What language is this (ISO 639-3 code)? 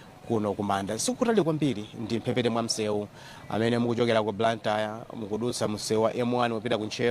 nya